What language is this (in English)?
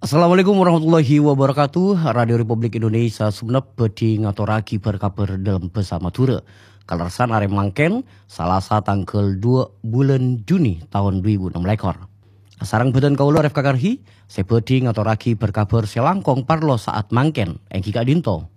Madurese